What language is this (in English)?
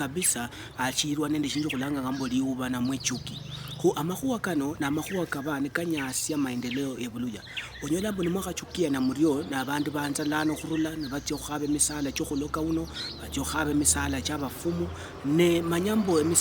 Luyia